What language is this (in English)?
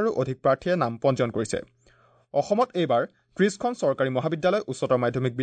Assamese